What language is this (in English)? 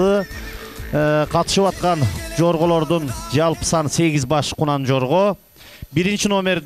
Kyrgyz